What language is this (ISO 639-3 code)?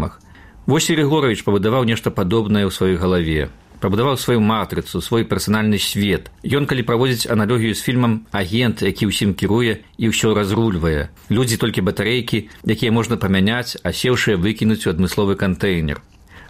bel